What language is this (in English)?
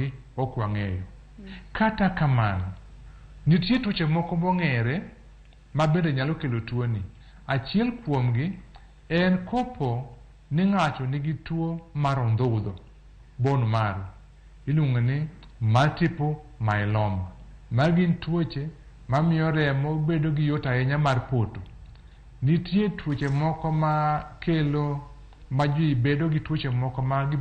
Luo (Kenya and Tanzania)